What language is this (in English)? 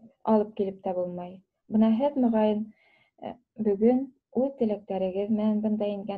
Bashkir